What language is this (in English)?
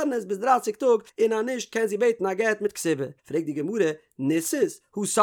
Yiddish